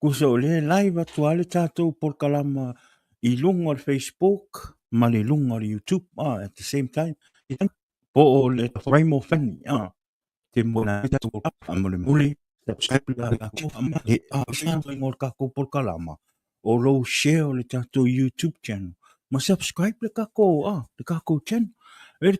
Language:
Samoan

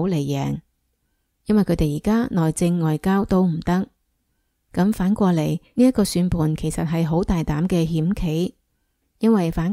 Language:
Cantonese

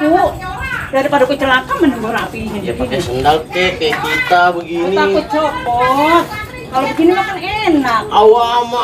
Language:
Betawi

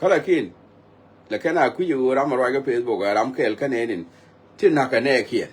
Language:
Nuer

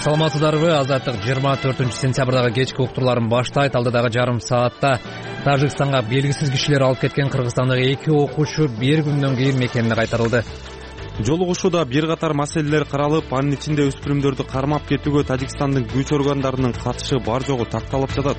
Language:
Kyrgyz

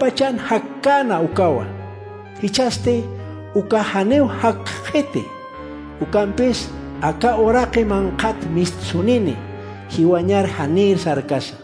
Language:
Aymara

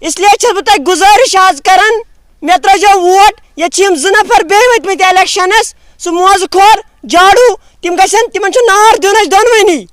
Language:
Kashmiri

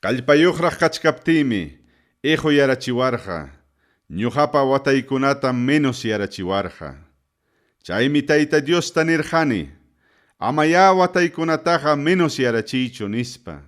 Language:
Ayacucho Quechua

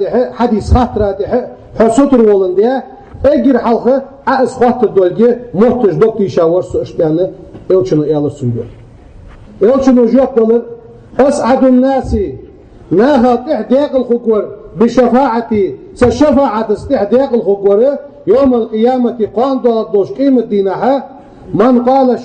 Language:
Ingush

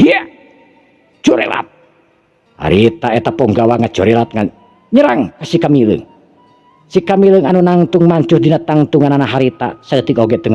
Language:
Sundanese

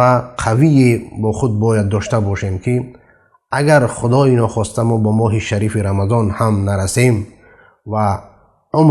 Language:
Persian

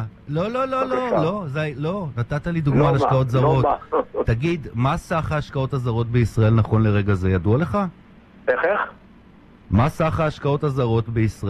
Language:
Hebrew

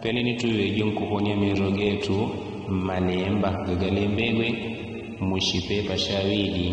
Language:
Yao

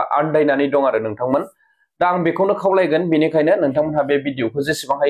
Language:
Bodo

